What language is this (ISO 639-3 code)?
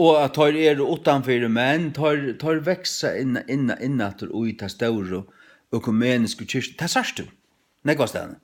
fao